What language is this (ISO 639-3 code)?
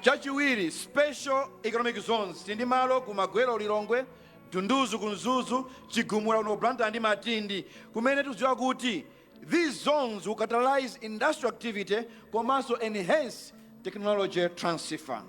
nya